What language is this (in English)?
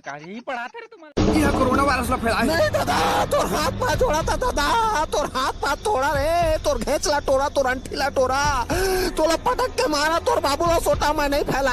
Chhattisgarhi